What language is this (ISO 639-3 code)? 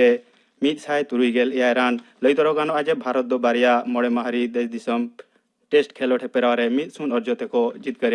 sat